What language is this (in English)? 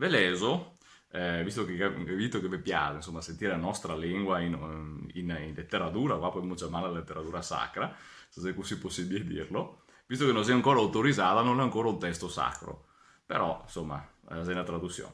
Venetian